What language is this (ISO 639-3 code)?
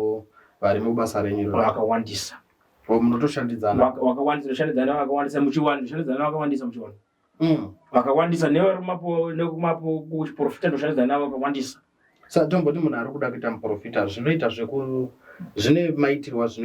sna